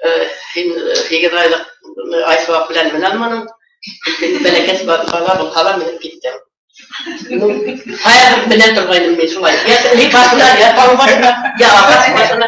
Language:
Bashkir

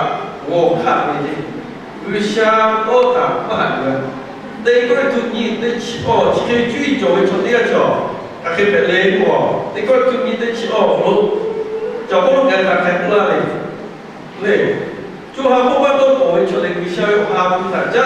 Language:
Lahu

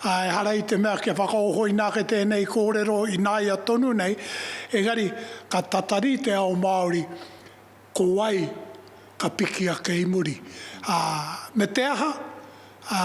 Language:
Māori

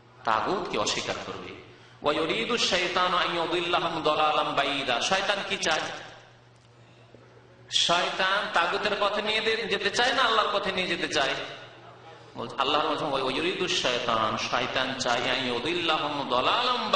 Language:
Bangla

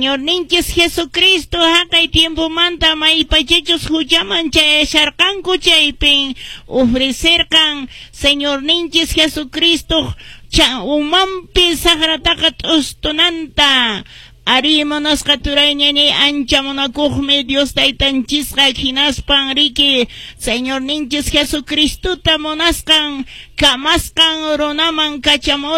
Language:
Quechua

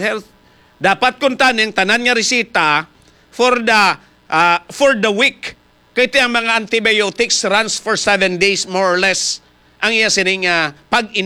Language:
Hiligaynon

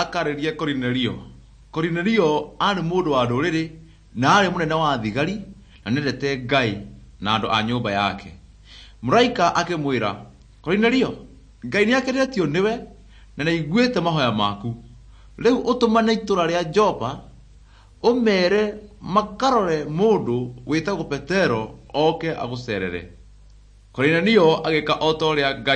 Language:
Kikuyu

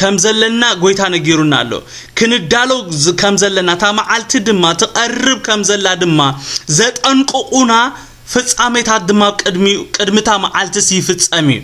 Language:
Tigrinya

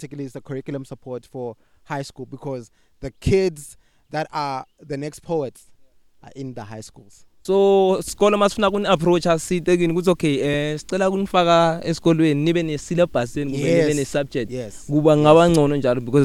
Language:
English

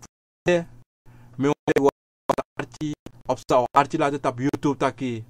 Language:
Sranan Tongo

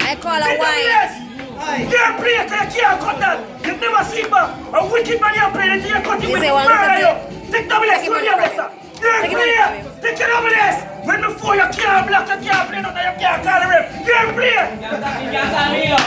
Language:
Jamaican Creole English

